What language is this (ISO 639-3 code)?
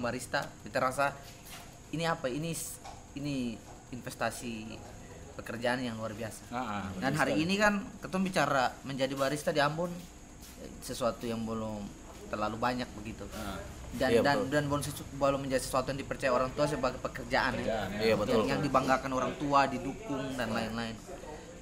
abs